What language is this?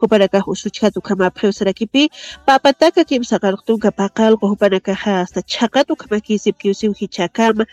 Aymara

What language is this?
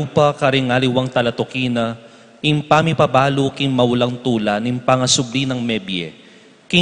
Pampanga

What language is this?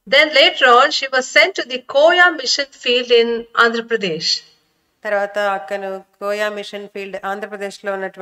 Telugu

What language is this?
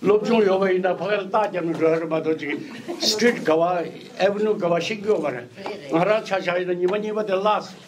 Tibetan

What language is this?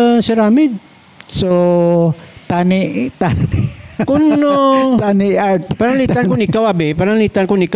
Hiligaynon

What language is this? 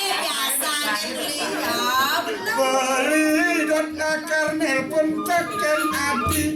Balinese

